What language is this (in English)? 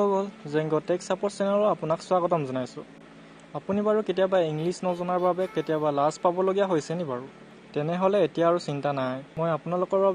Assamese